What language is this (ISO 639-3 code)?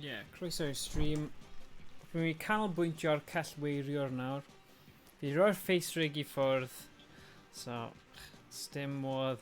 cym